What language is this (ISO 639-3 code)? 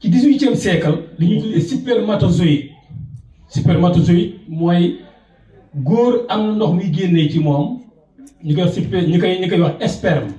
wol